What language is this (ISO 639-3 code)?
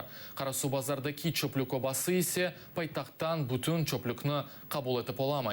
crh